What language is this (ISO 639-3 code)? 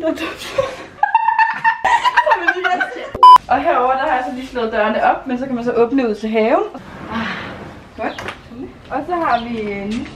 dan